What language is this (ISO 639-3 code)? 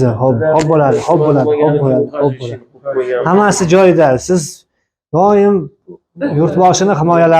uzb